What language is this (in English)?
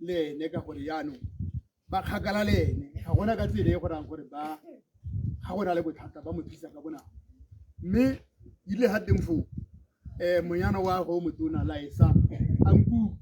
Tswana